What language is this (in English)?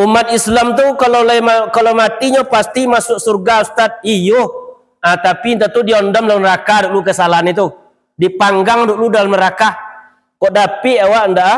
Minangkabau